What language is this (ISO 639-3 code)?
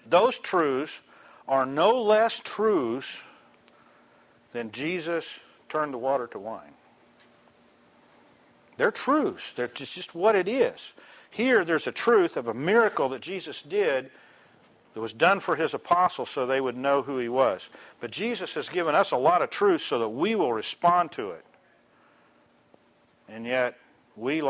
eng